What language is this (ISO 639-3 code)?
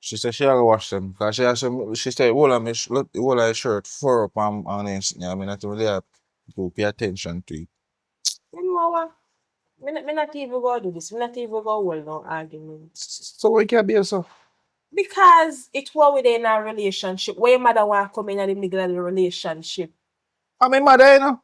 jam